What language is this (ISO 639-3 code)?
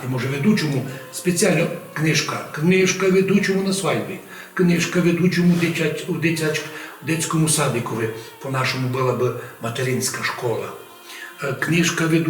rue